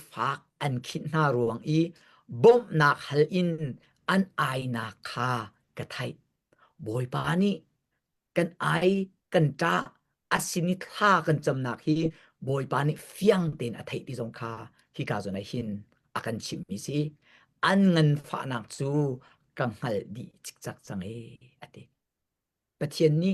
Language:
Hakha Chin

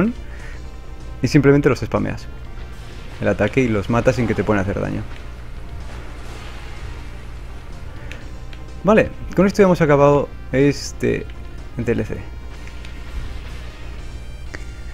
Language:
Spanish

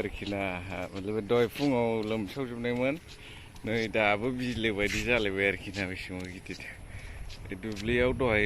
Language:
Bodo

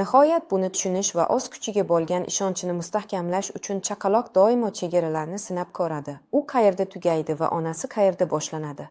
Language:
Uzbek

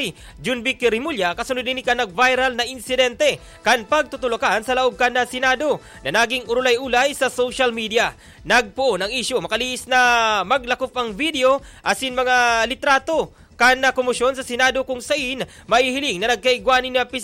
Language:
Bikol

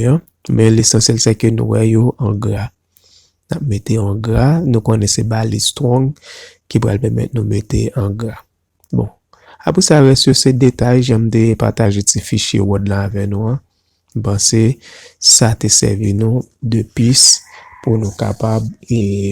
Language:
Haitian Creole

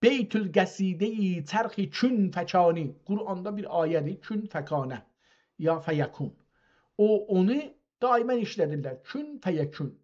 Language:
South Azerbaijani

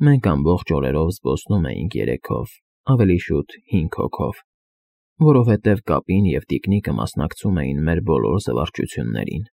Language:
Armenian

